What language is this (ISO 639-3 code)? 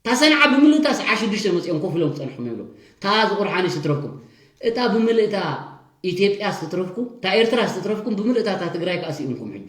tir